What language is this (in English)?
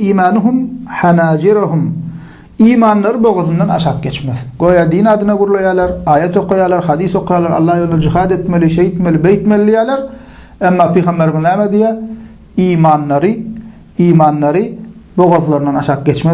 Turkmen